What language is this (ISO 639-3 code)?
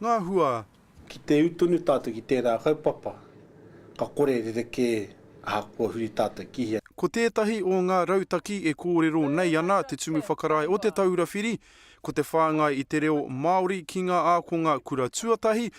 mri